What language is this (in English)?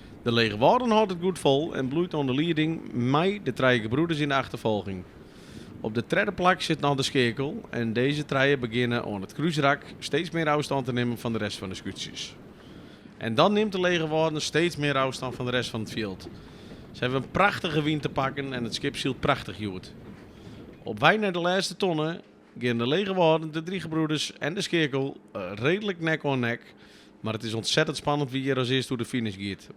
Western Frisian